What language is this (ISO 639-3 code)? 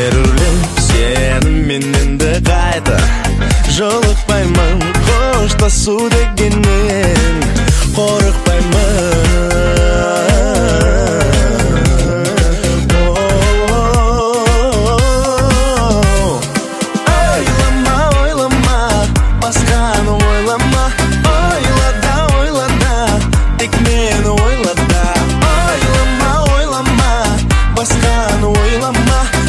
kaz